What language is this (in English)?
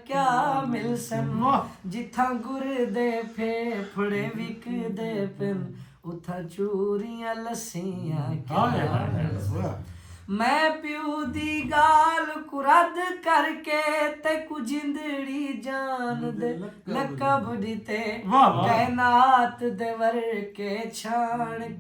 Saraiki